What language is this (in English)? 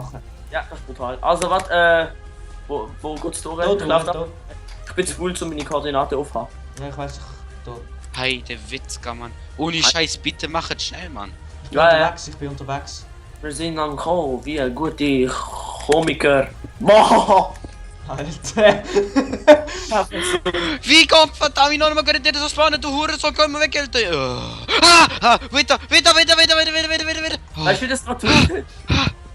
Swiss German